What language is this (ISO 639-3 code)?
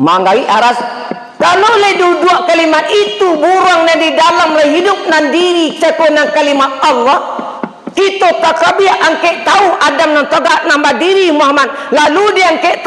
min